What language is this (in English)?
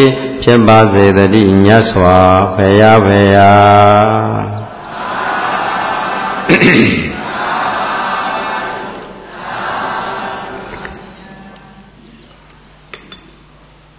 Burmese